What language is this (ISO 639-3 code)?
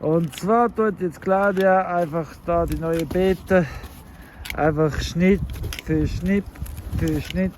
gsw